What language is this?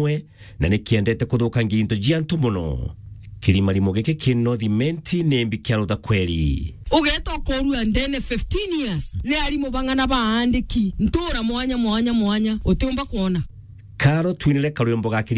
Meru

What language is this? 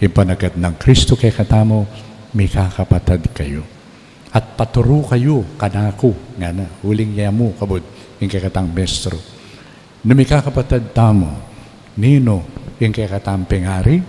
Pampanga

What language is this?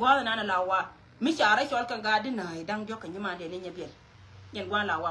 Nuer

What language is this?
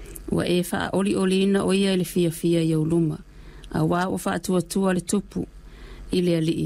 Samoan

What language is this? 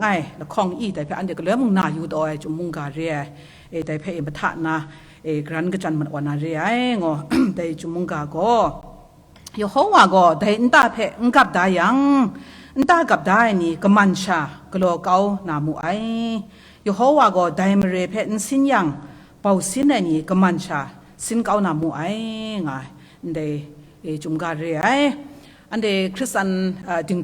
Kachin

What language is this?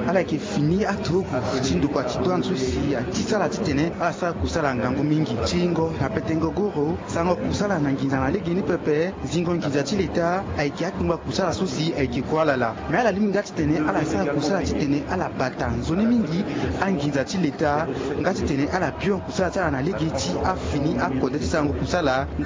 Sango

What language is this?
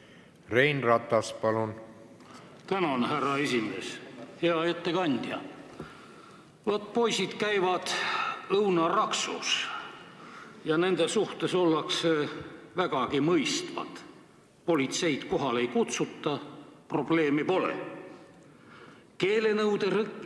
Estonian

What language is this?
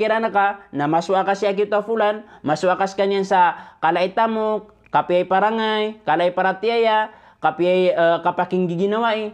Maranao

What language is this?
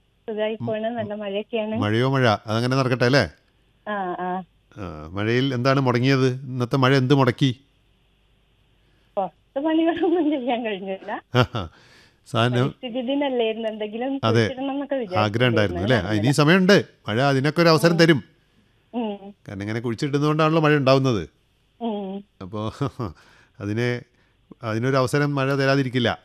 Malayalam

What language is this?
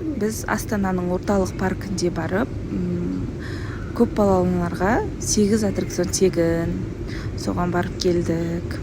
Kazakh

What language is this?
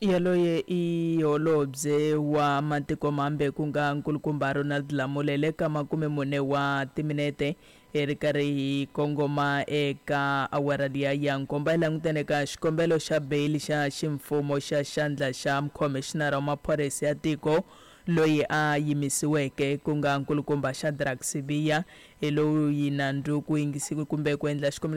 Tsonga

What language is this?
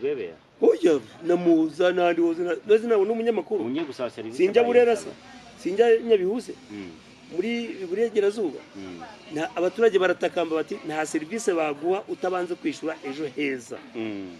Kinyarwanda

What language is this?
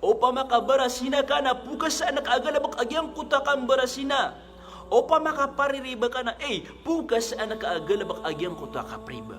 Maranao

